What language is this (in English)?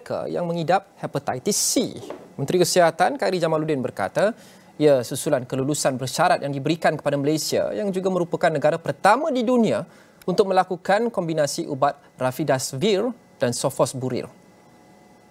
Malay